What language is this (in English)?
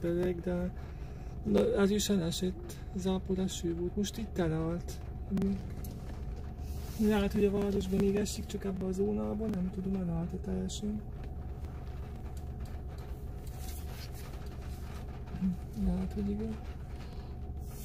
Hungarian